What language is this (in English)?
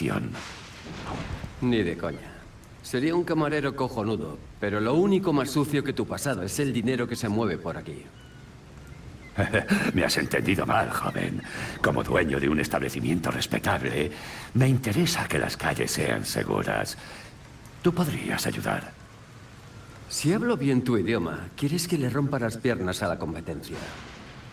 Spanish